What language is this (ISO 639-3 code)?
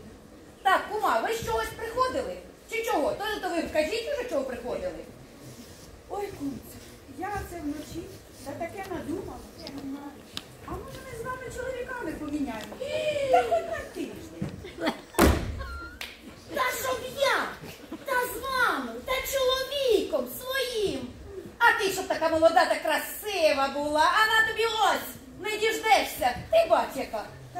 ukr